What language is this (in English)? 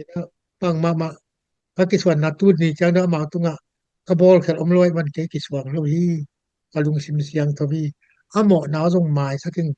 Tedim Chin